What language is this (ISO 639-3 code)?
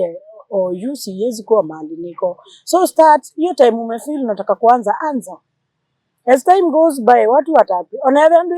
kam